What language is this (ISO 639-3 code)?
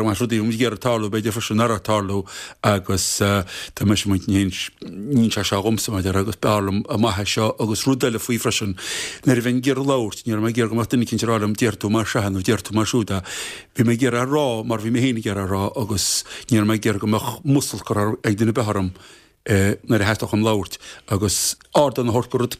gle